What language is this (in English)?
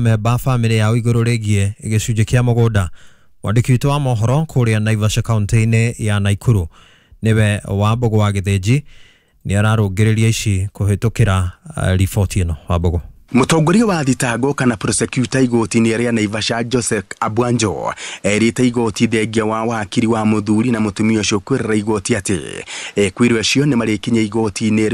Kikuyu